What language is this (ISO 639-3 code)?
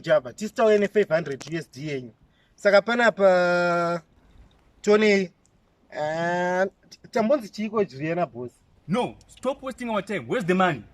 sna